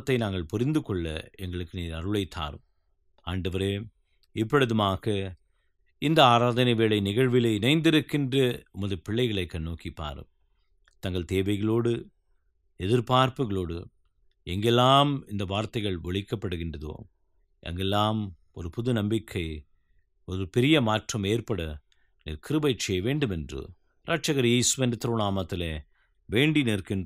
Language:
Tamil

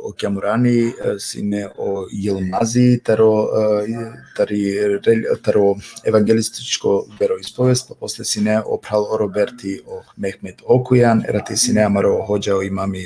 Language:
Balkan Romani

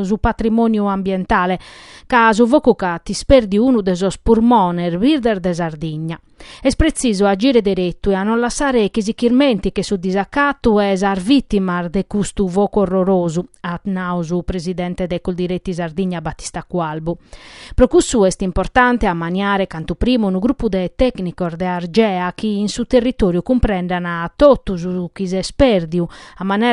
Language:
Sardinian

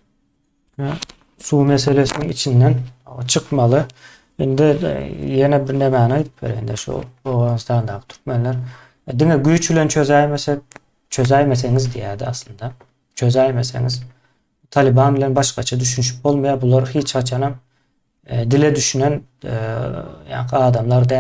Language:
Turkmen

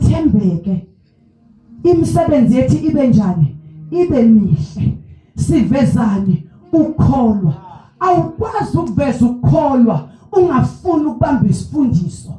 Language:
Zulu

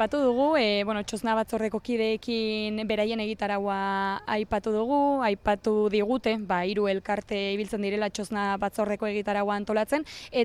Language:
Basque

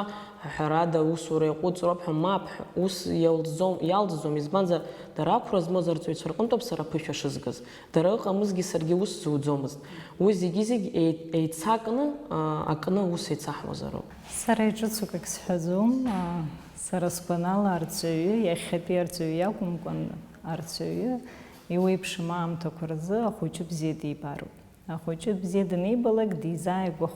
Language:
Abkhazian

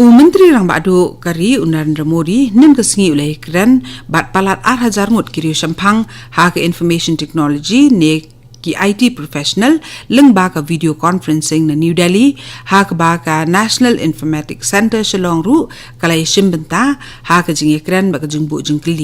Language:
Khasi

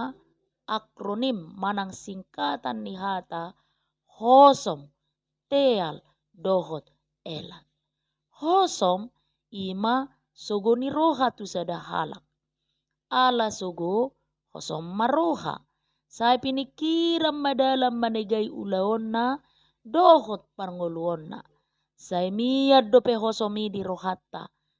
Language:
Batak Toba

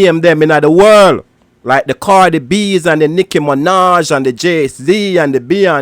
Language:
Jamaican Creole English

